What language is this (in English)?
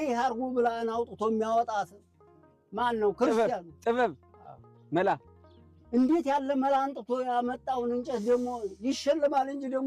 Amharic